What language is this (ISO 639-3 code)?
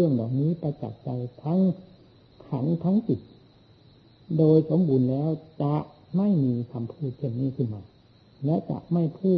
tha